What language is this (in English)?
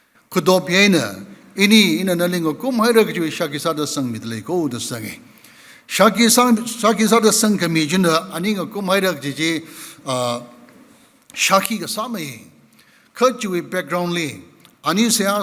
Tangkhul Naga (India)